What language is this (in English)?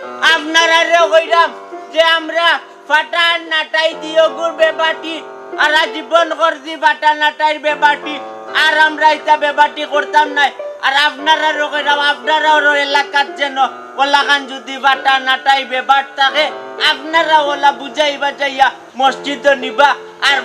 Sylheti